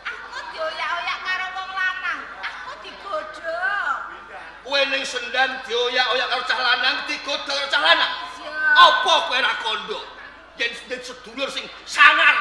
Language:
Javanese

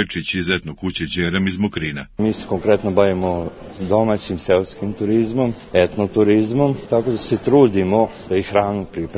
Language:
Serbian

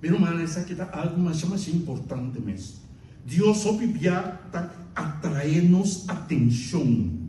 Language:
Papiamento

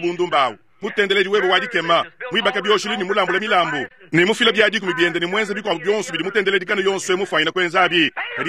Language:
Luba-Lulua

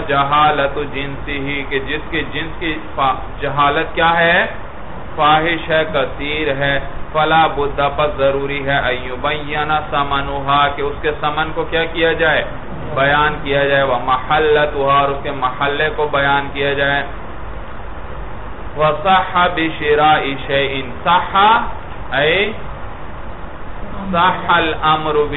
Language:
Urdu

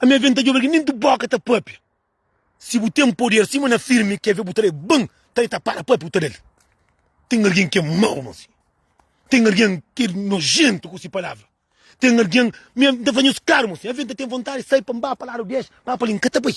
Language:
Kabuverdianu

